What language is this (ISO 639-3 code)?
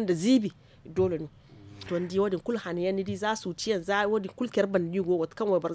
dje